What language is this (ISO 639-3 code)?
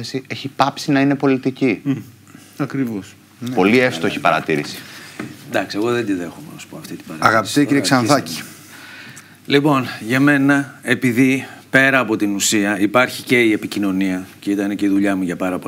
ell